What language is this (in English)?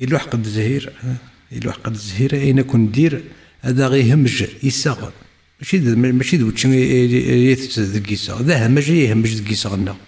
Kabyle